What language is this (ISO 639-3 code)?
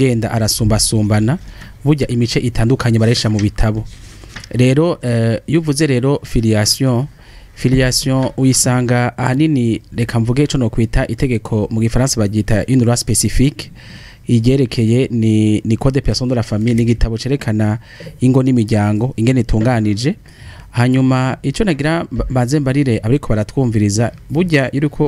run